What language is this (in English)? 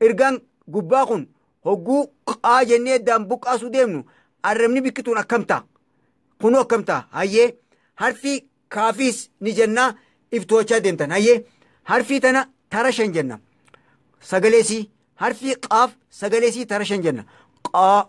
Oromo